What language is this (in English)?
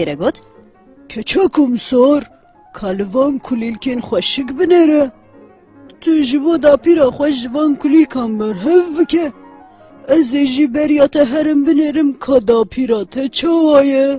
Kurdish